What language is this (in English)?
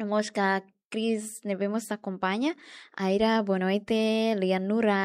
Tetum